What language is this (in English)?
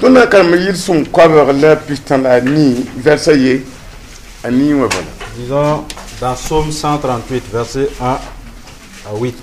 Mossi